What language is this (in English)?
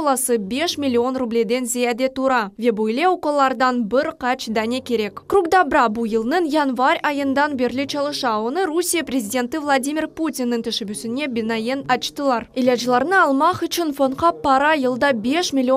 Crimean Tatar